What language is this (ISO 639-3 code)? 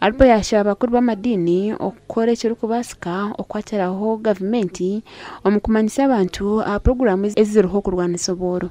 nyn